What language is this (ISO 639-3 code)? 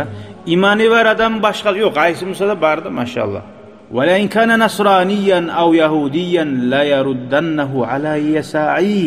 kum